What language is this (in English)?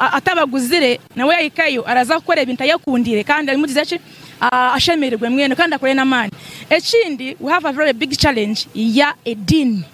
Nyankole